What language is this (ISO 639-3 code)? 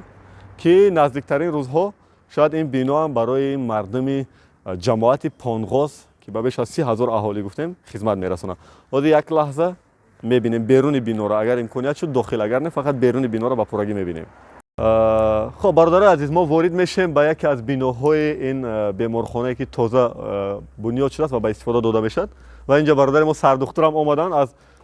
tgk